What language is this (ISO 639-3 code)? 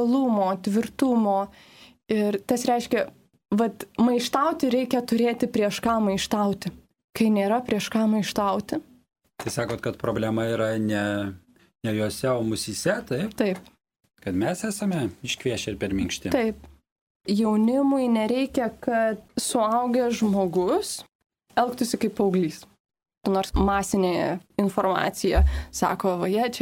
lit